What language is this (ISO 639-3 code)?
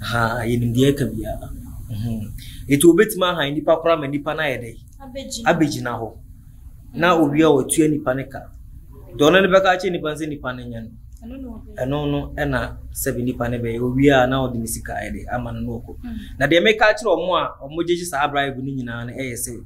aka